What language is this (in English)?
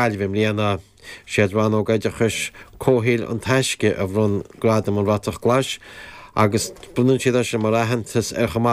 Irish